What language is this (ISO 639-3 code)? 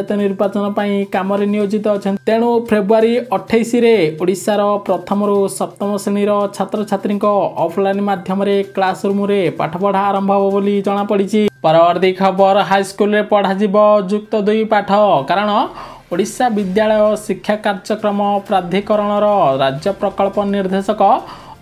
ori